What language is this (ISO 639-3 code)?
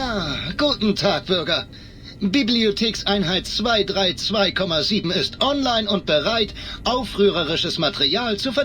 bar